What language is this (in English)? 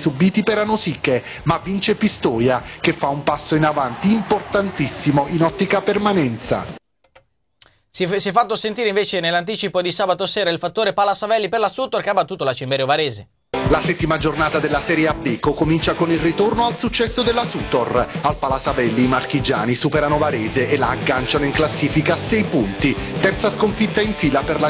Italian